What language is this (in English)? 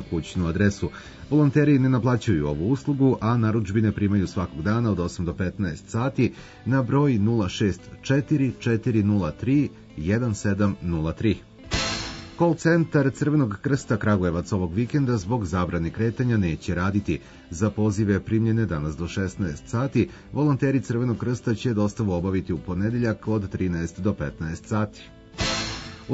Serbian